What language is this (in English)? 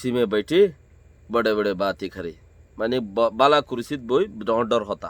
Rohingya